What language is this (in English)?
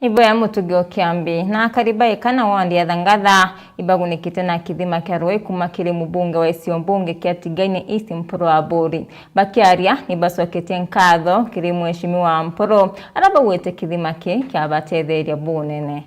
Meru